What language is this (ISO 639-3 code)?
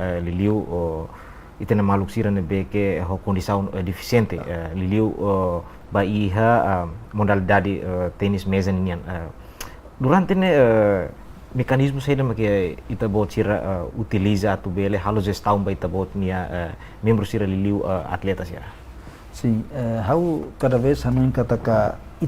tet